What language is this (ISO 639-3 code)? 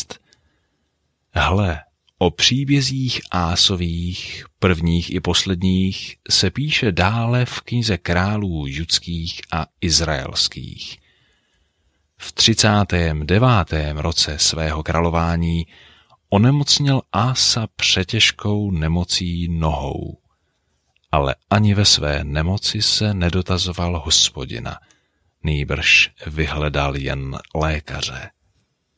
ces